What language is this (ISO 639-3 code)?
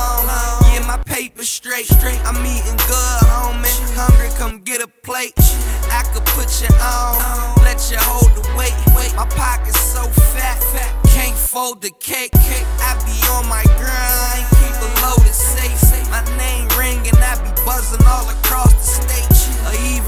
eng